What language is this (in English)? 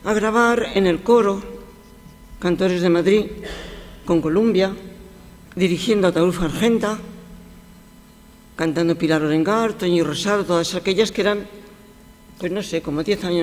Spanish